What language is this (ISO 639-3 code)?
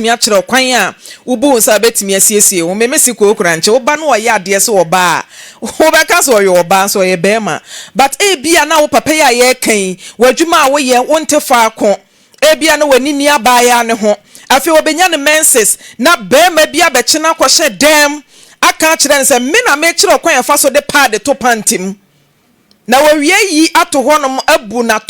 aka